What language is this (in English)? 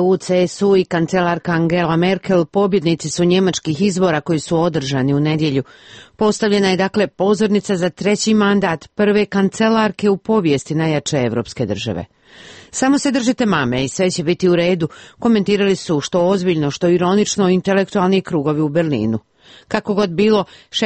Serbian